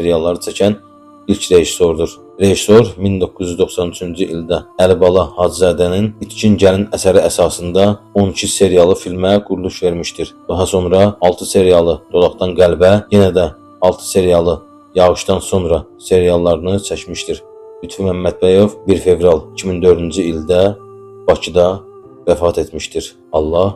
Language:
Azerbaijani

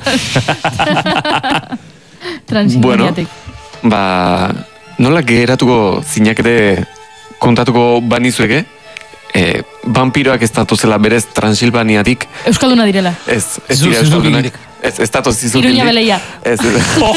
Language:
Basque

